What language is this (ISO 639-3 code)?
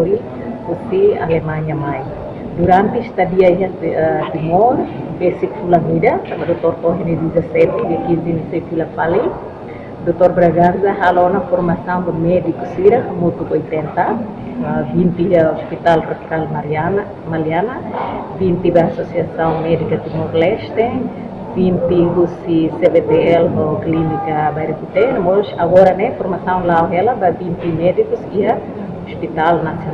tet